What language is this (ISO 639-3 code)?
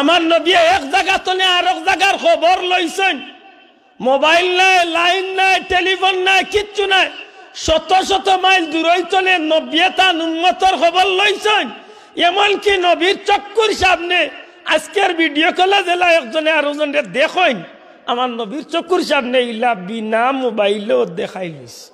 syl